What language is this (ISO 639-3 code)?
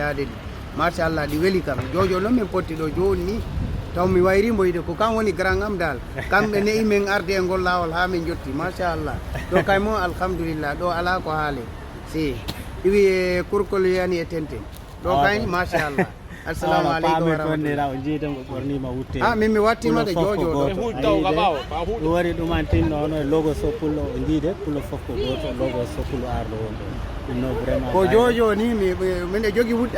ful